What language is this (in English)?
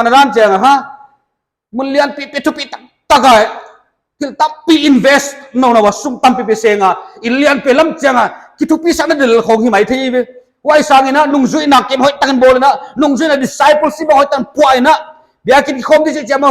Paite Chin